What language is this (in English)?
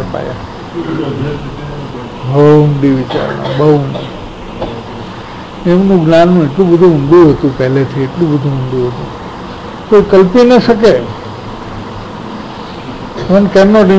Gujarati